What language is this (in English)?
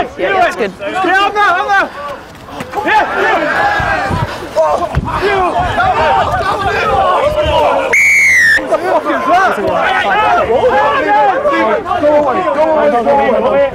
English